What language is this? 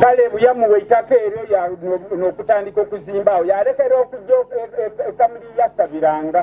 Soga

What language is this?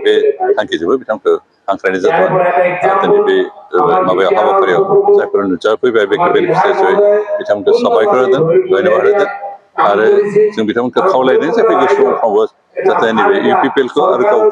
Bodo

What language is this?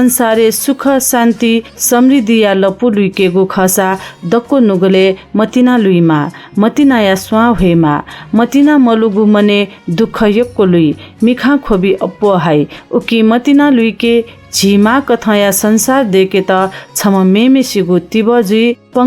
Newari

